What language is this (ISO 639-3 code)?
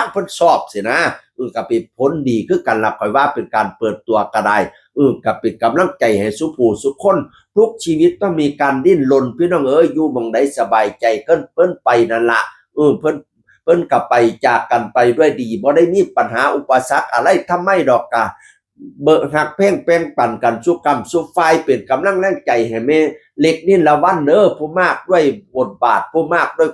tts